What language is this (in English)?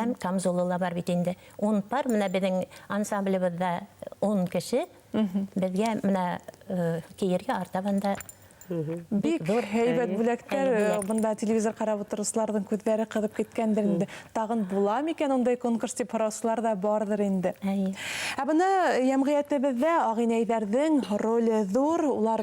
Bashkir